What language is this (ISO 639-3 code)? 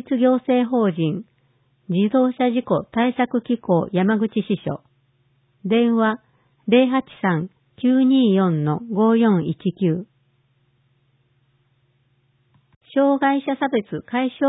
jpn